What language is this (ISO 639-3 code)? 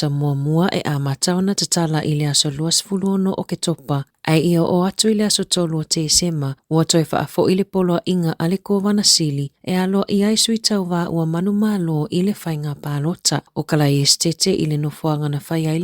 smo